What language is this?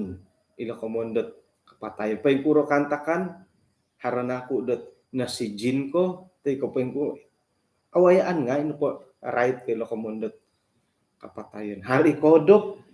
Central Dusun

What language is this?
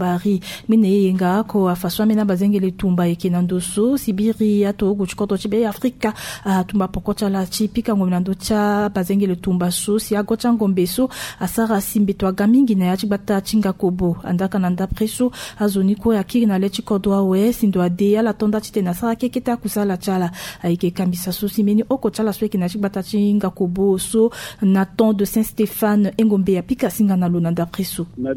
Sango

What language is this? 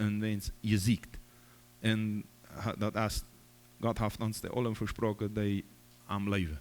Plautdietsch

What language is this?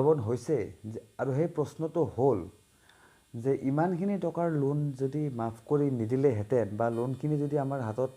Assamese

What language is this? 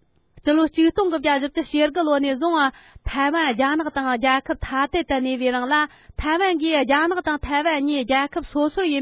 Tibetan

